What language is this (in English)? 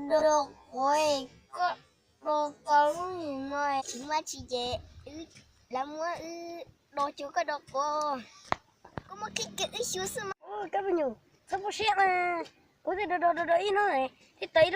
Hmong